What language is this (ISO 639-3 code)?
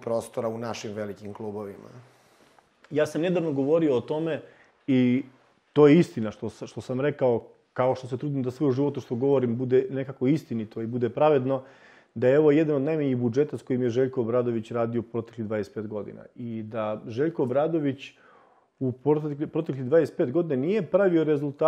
srp